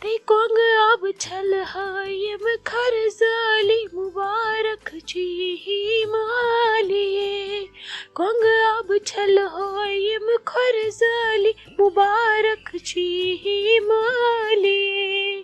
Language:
Kashmiri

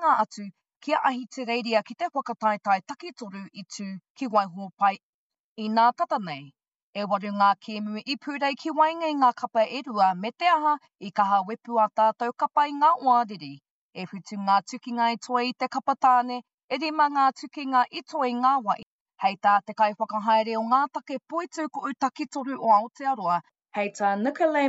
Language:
Māori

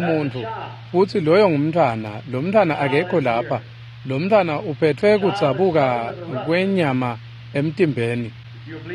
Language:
Swati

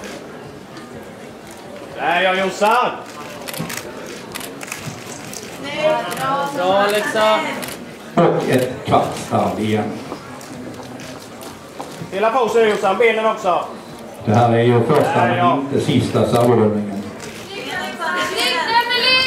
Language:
Swedish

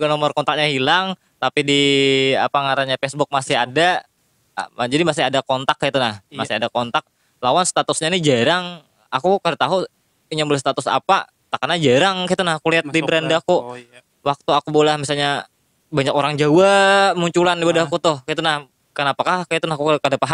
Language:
Banjar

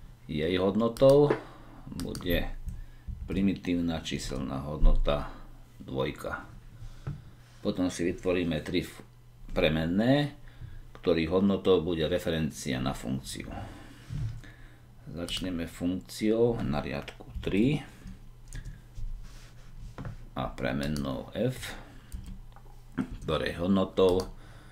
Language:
Slovak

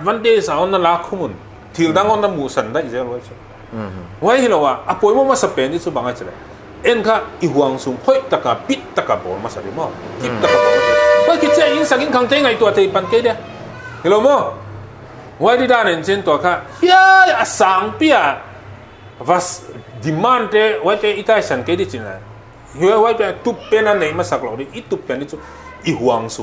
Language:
Paite Chin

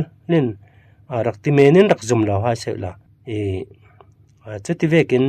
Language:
Falam Chin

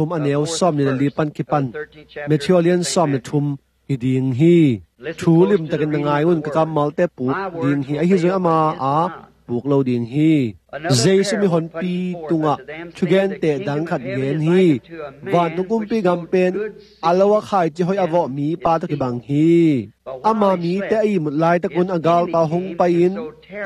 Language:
Tedim Chin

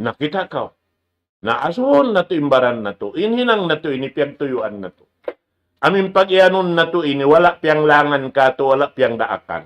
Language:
Tausug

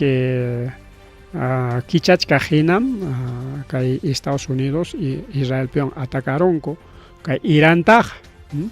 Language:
Ayacucho Quechua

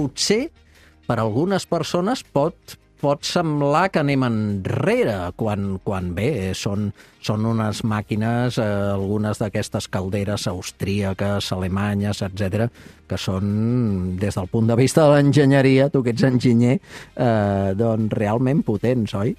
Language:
Catalan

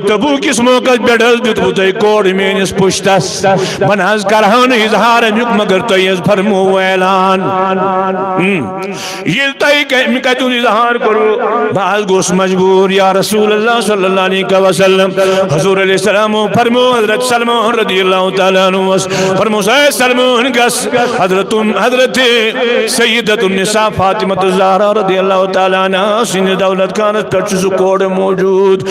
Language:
Kashmiri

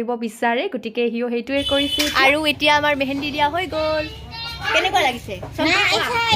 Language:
Assamese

